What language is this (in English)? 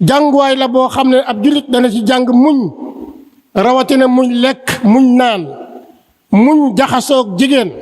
Wolof